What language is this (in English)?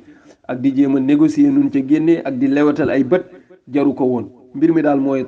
Wolof